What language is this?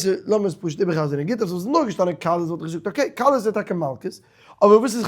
Yiddish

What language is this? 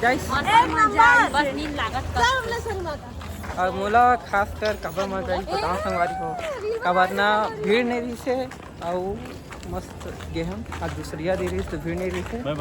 Chhattisgarhi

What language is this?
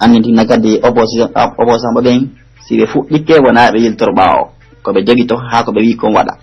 Pular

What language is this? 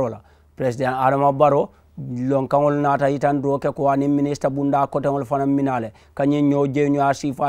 Mandingo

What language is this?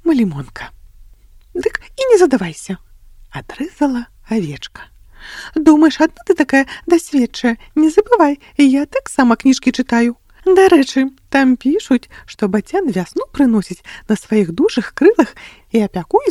Belarusian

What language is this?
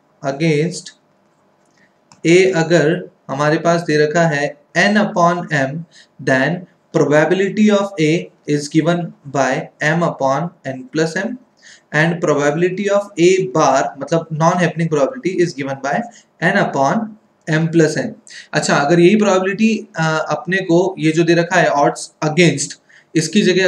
Hindi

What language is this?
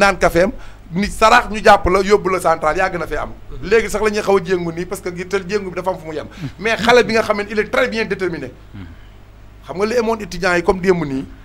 Wolof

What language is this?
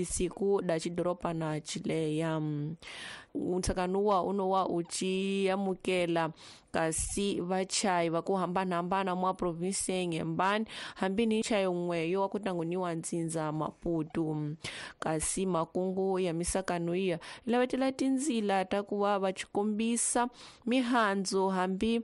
Tsonga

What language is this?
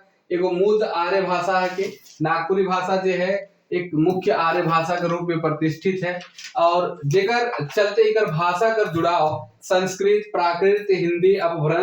Sadri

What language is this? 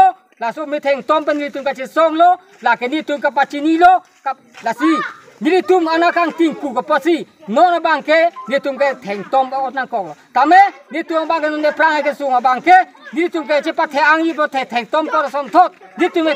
Karbi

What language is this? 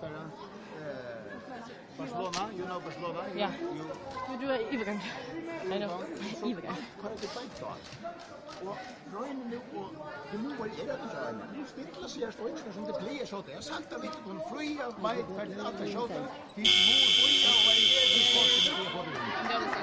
Faroese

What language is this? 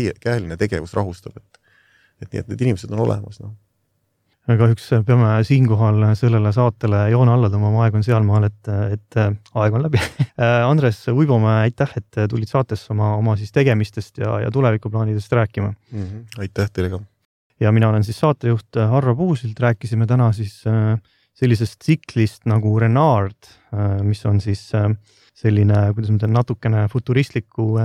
Estonian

